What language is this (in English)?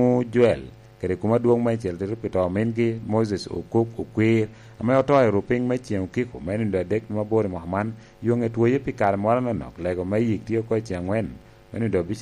Lango (Uganda)